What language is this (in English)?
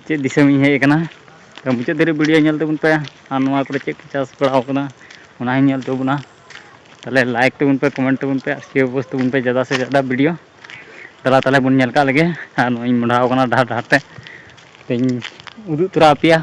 Santali